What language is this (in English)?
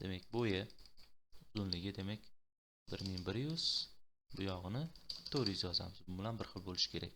Uzbek